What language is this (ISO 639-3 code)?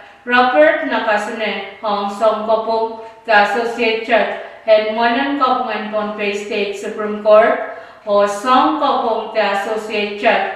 pon